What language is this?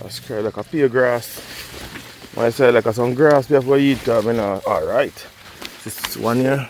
Jamaican Creole English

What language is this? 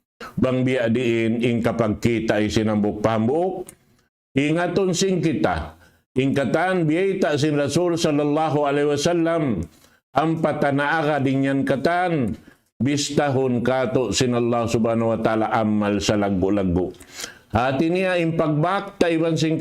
Tausug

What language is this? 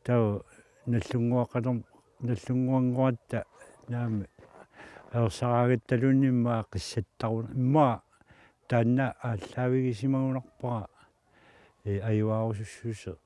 Kalaallisut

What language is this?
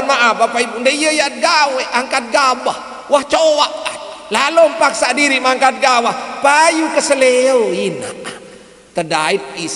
Sasak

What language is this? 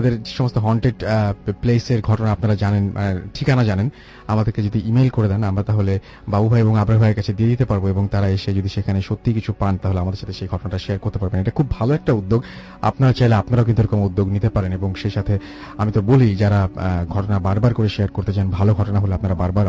Bangla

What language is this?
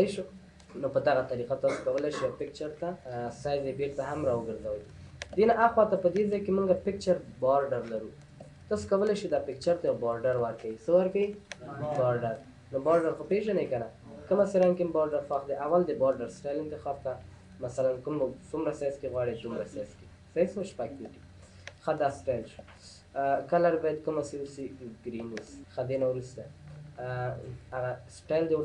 Pashto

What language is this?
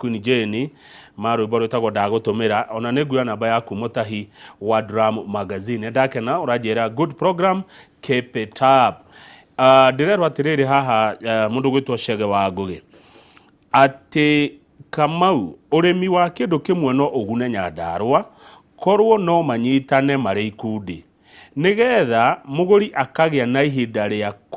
Kikuyu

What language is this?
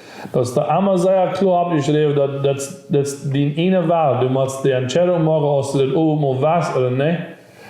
Plautdietsch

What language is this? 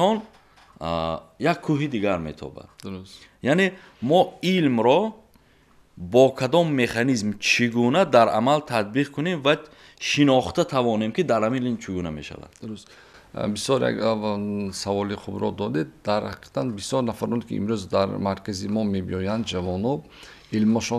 Tajik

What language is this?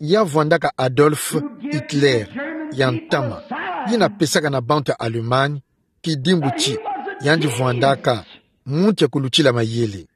Kituba (Democratic Republic of Congo)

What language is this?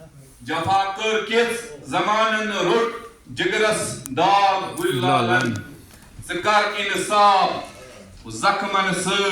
Kashmiri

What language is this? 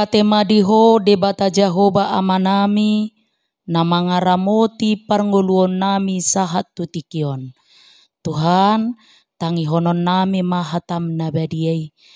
Batak Toba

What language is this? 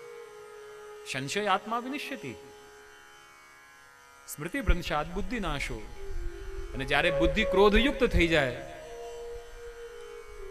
Gujarati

